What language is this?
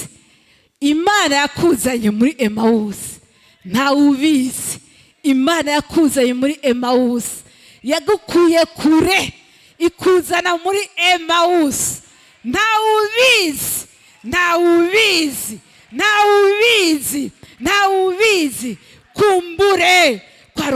Rundi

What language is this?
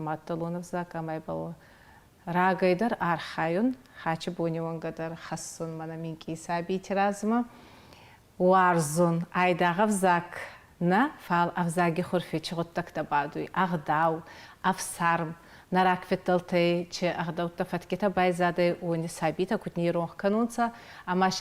Ossetic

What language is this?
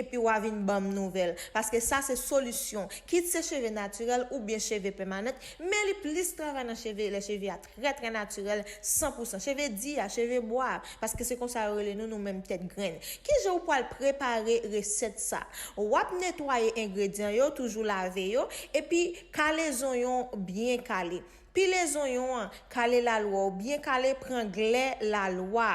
Haitian Creole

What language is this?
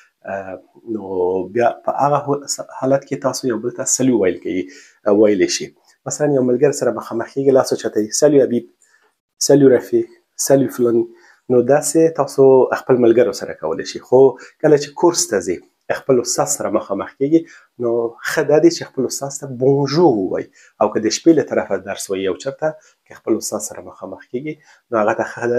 Pashto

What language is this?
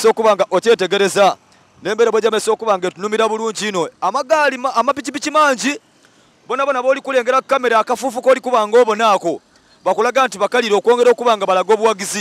Soga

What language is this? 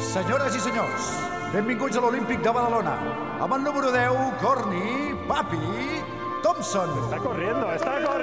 Catalan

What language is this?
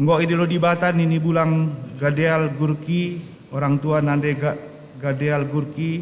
Batak Karo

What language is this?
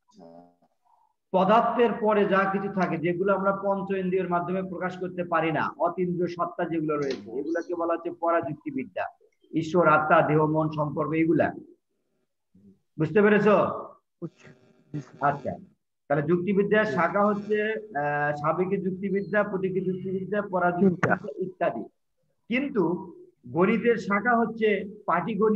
Bangla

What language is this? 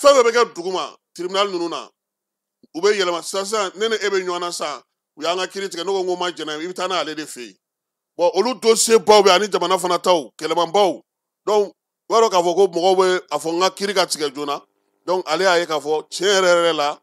Bambara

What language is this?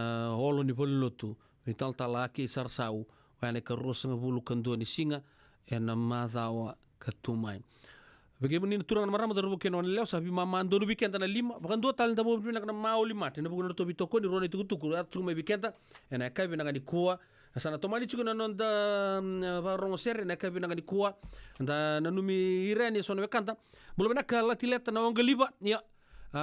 Fijian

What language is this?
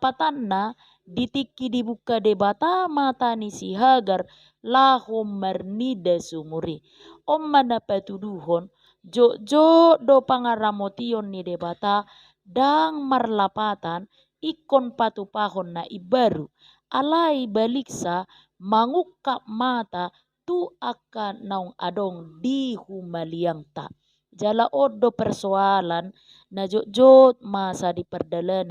Batak Toba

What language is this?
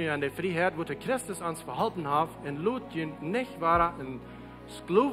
Plautdietsch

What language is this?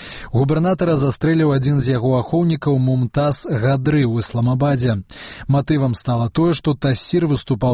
Belarusian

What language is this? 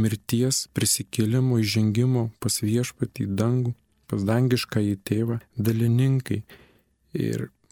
Lithuanian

